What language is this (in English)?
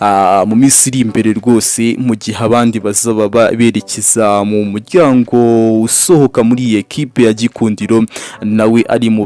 Kinyarwanda